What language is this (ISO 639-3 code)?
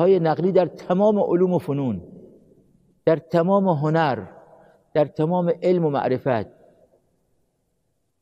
fas